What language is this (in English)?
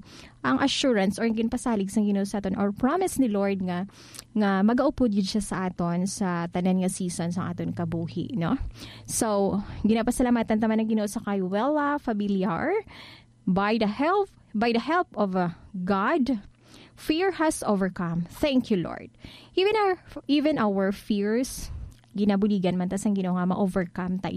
Hiligaynon